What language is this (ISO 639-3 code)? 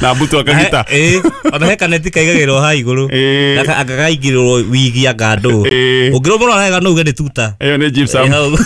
kik